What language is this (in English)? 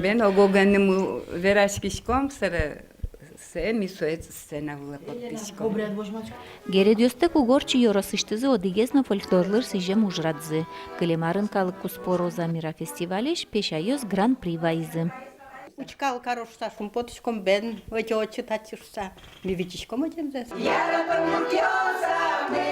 Udmurt